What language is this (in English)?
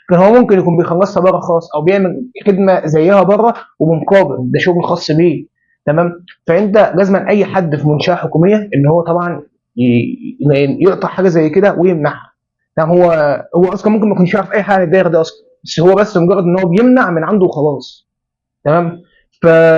Egyptian Arabic